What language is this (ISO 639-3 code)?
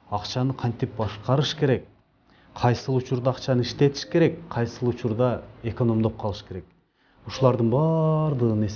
kir